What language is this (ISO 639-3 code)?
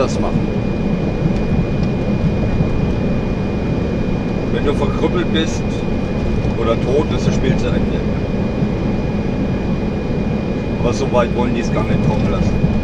deu